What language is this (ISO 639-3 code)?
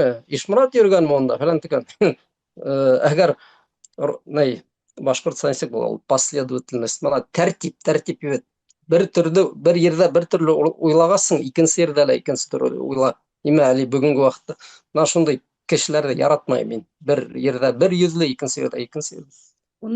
bak